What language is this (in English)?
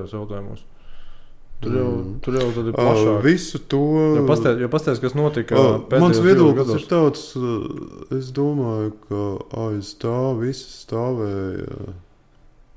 Latvian